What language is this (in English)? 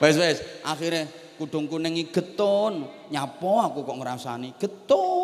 Javanese